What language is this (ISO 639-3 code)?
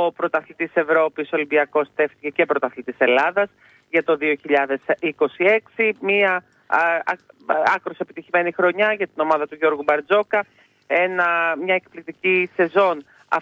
ell